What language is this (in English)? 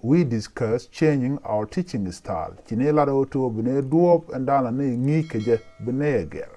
Nuer